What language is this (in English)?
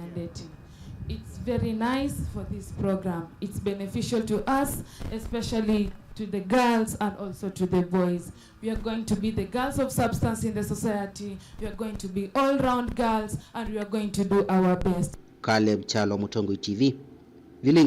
Kamba